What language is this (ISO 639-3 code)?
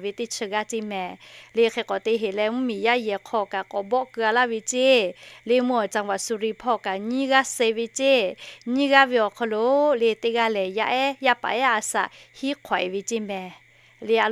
lhu